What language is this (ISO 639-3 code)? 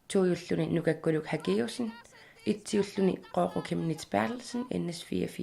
kal